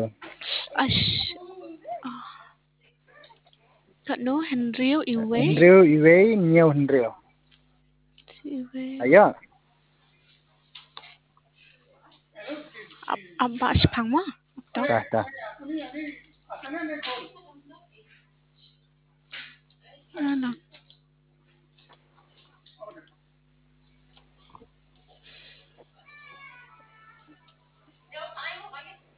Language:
Khasi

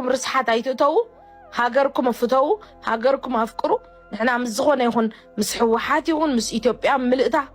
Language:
Tigrinya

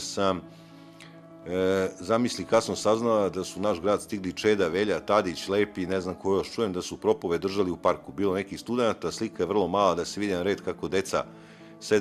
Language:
Serbian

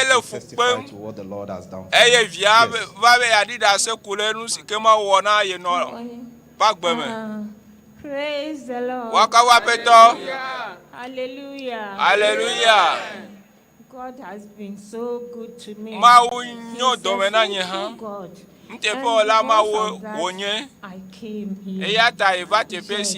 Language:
Ewe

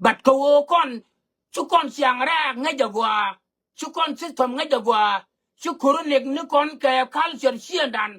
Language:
Nuer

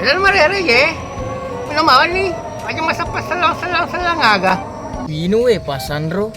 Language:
Buginese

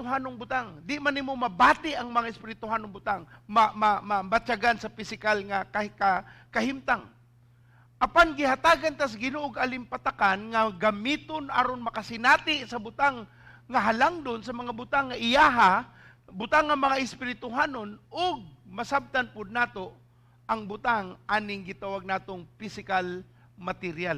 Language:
Cebuano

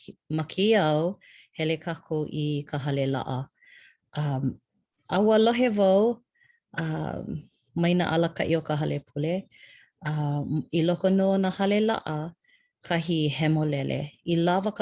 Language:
Hawaiian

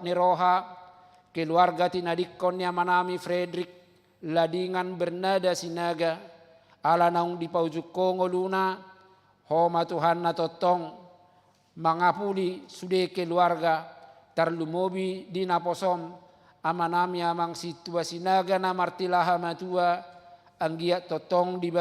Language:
Batak Toba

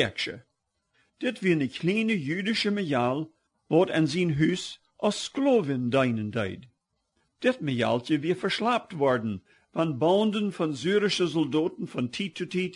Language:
Plautdietsch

